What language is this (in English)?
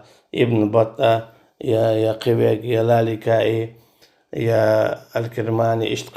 Chechen